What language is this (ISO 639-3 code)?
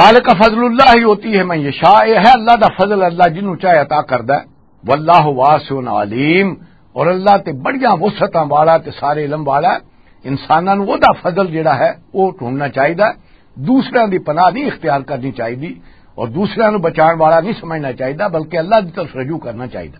lah